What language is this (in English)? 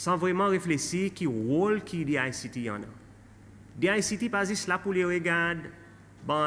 Seselwa Creole French